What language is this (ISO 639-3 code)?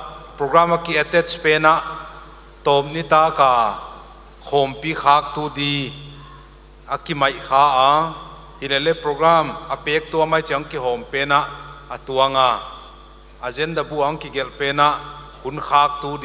pck